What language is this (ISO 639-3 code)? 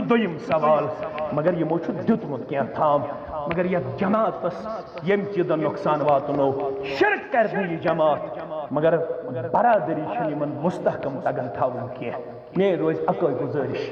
kas